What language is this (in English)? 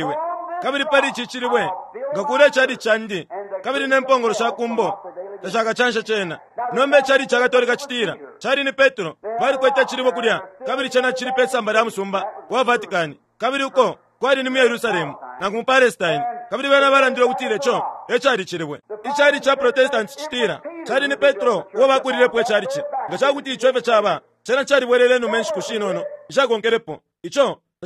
Bemba